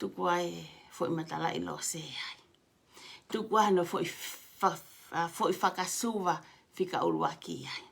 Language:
Tongan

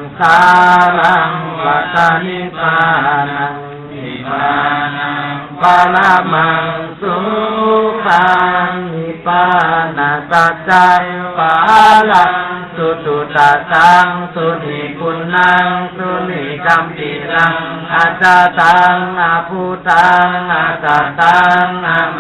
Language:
Pali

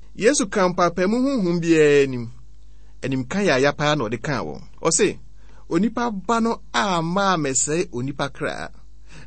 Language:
Akan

